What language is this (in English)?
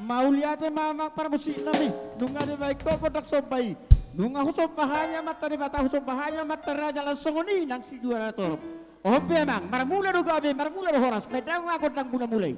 Batak Toba